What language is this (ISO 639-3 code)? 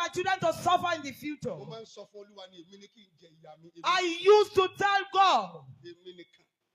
yor